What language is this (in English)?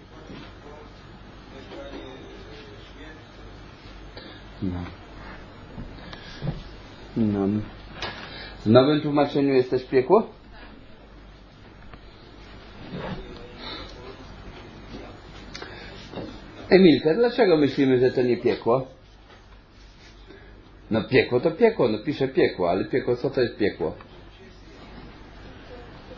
Polish